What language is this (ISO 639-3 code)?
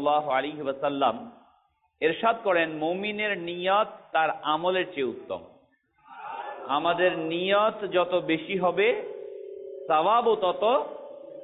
ben